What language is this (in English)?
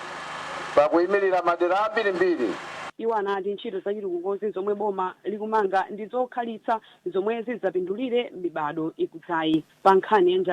Nyanja